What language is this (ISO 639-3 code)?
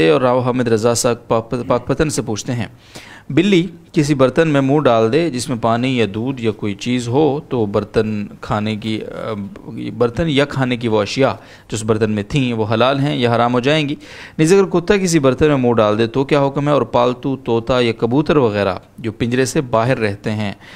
urd